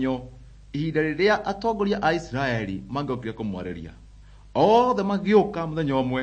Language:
Kikuyu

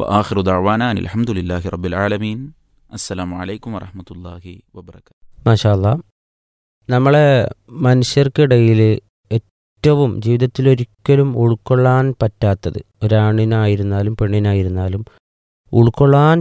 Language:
Malayalam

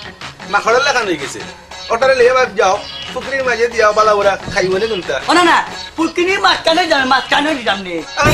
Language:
Sylheti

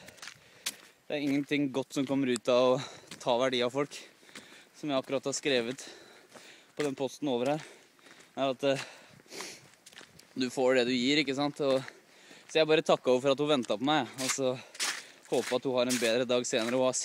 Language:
Norwegian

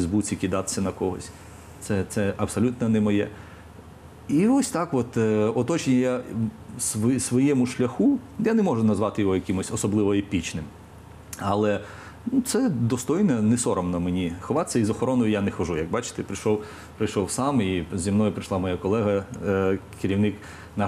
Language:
Ukrainian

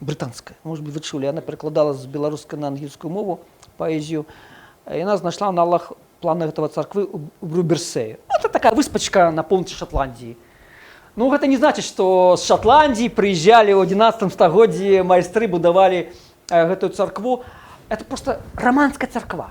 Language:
Belarusian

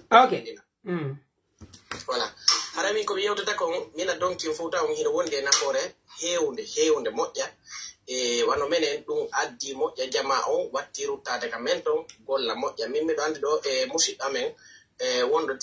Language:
Pular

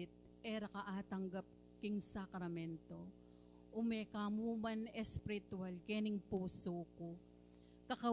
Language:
Pampanga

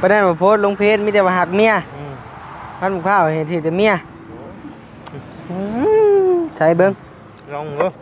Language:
Lao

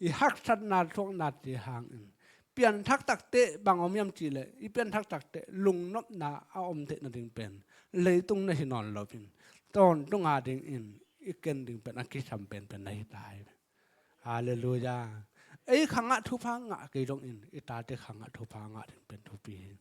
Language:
Tedim Chin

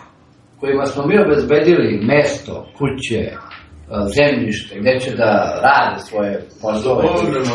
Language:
Serbian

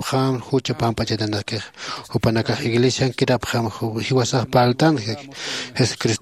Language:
Aymara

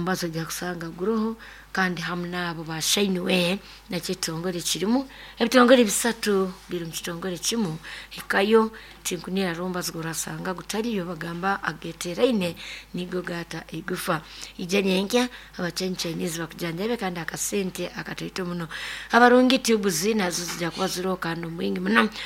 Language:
Nyoro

